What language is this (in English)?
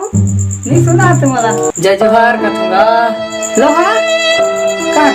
Chhattisgarhi